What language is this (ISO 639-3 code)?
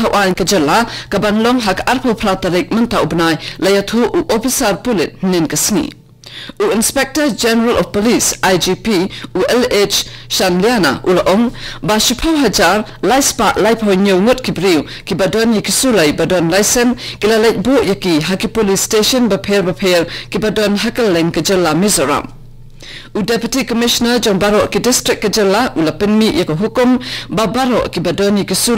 kha